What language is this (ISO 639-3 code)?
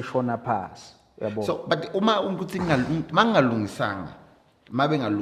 zul